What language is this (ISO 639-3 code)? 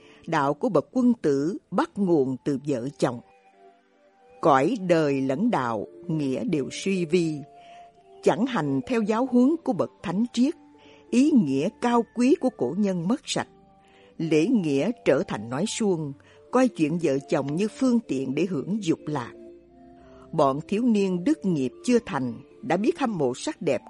vie